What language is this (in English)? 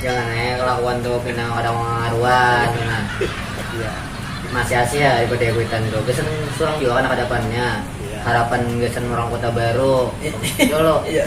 Banjar